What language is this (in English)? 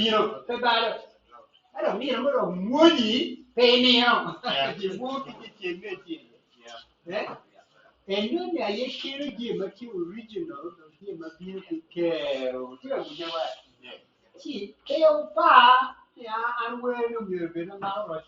Acoli